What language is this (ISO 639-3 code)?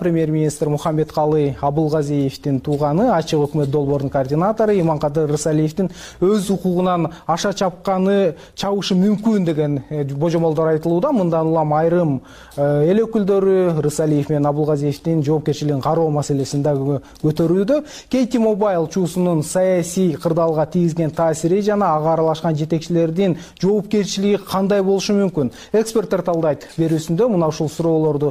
kir